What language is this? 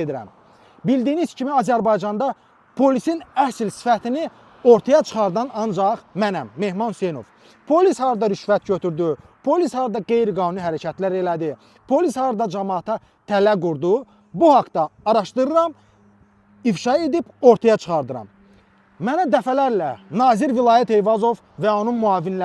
Azerbaijani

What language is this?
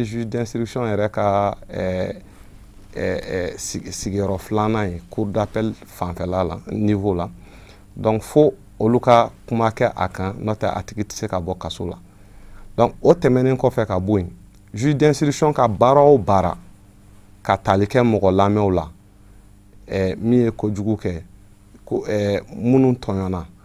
Bambara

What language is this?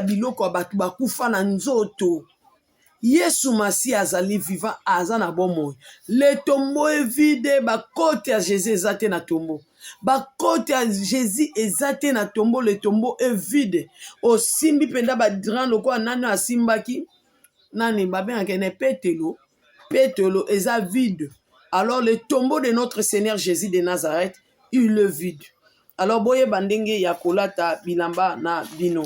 Lingala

